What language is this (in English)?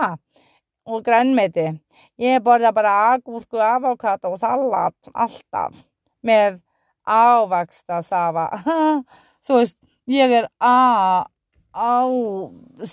Icelandic